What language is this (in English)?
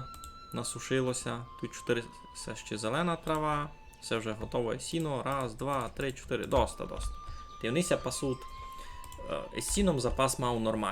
Rusyn